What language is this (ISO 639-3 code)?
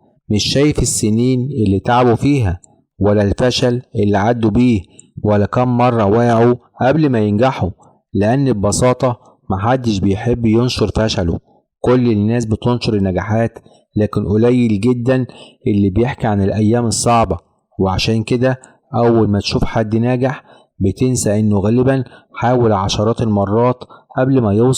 arz